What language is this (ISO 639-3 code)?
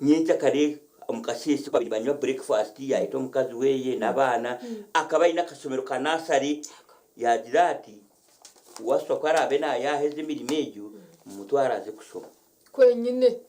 nyn